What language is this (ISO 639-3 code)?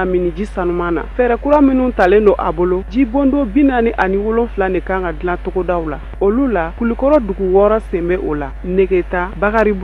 bam